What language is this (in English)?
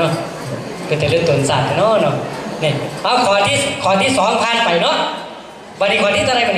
Northeastern Thai